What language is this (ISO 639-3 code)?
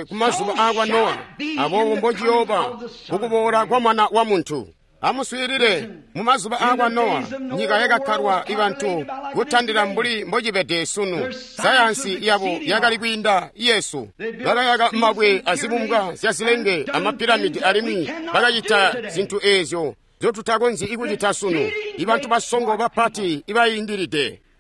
toi